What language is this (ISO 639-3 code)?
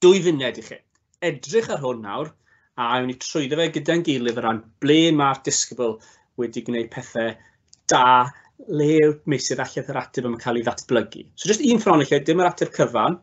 cym